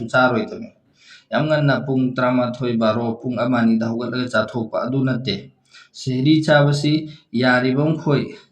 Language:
Manipuri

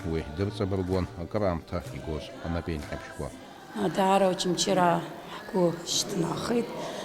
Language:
Abkhazian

